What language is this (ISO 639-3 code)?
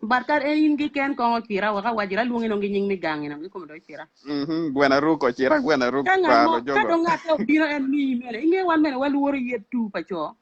ach